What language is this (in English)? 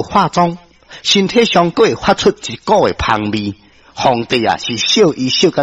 Min Nan Chinese